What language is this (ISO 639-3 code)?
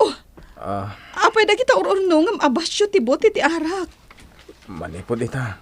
ilo